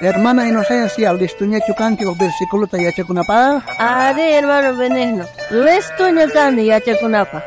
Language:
South Bolivian Quechua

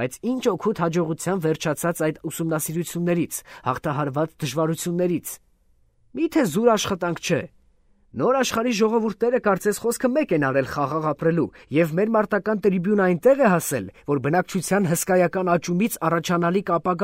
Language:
Armenian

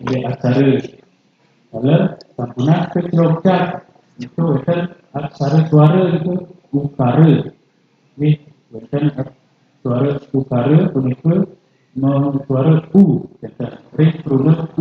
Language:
Balinese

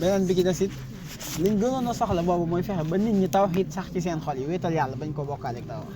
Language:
Wolof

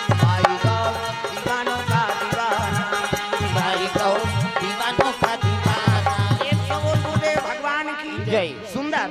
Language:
Chhattisgarhi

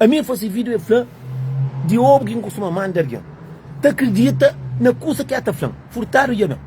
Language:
Kabuverdianu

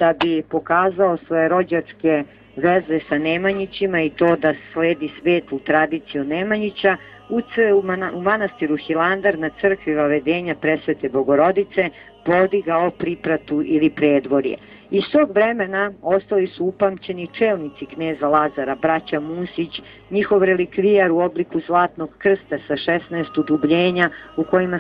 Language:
Serbian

